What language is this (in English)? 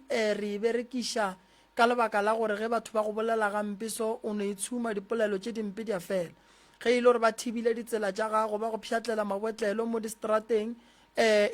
Northern Sotho